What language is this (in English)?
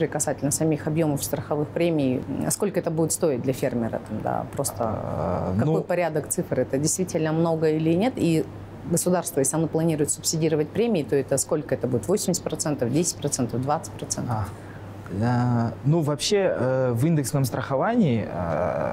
Russian